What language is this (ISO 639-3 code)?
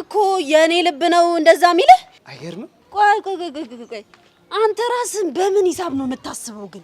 amh